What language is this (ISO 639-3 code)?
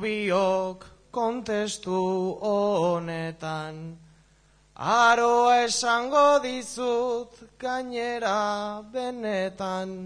eus